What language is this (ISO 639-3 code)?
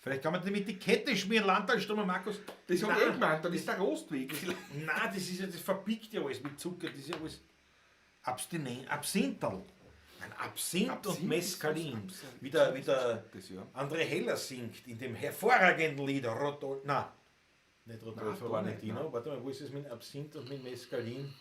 bar